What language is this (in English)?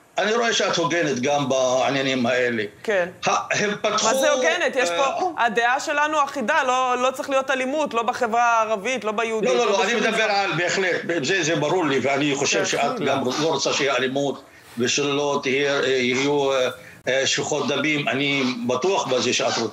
Hebrew